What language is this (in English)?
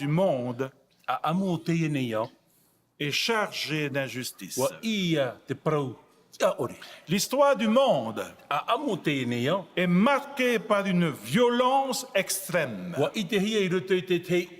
Tahitian